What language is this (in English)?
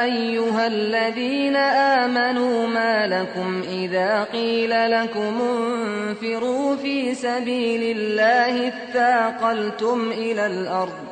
Uyghur